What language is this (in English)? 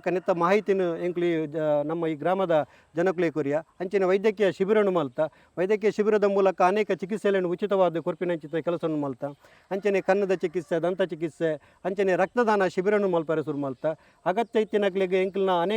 Tulu